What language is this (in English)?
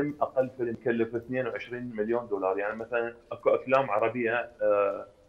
Mesopotamian Arabic